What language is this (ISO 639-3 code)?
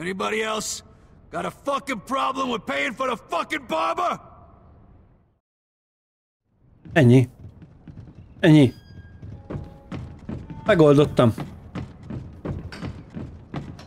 hun